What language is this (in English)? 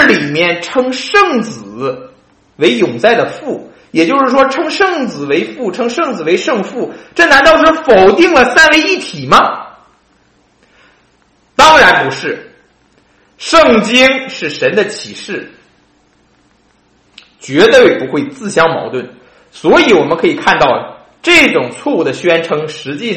Chinese